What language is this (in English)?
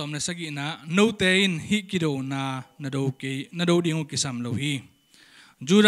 Tedim Chin